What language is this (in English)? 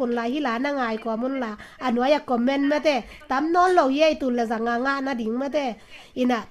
Tedim Chin